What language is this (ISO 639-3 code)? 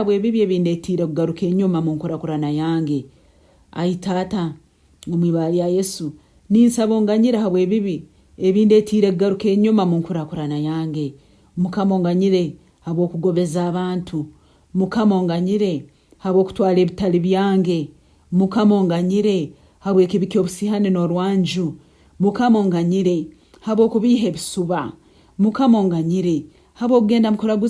nyn